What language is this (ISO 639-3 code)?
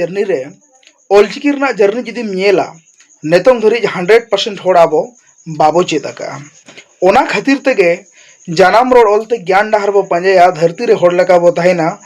sat